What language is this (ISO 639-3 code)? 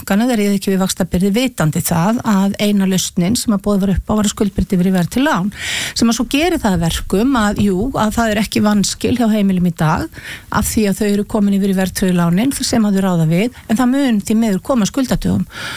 isl